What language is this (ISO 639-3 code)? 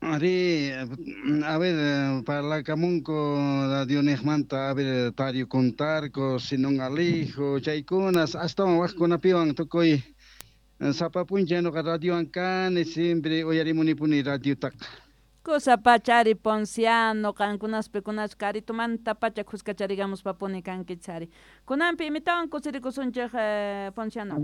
quh